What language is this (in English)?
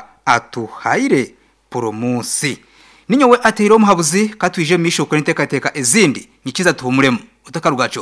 Nyankole